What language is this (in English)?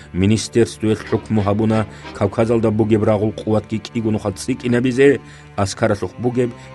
Avaric